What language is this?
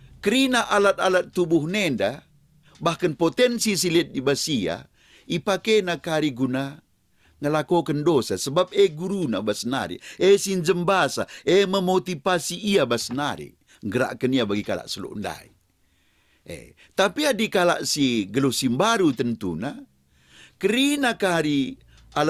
Batak Karo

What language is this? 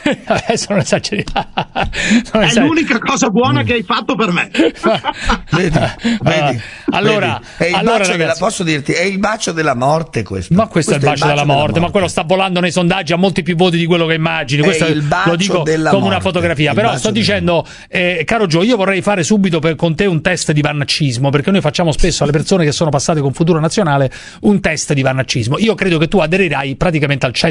Italian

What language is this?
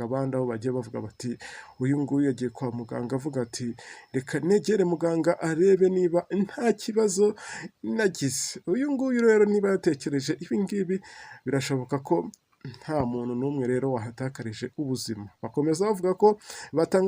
Kinyarwanda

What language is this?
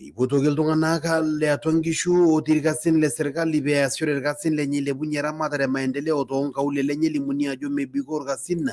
Masai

